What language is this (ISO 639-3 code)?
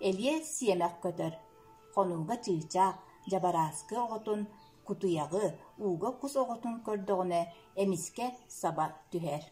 sah